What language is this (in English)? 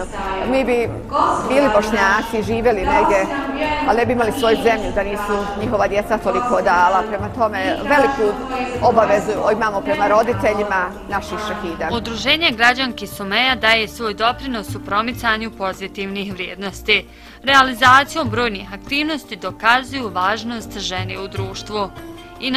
Bosnian